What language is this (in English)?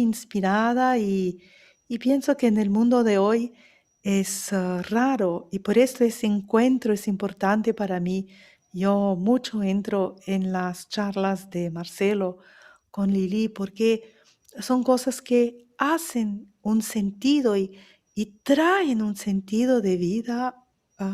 Ladino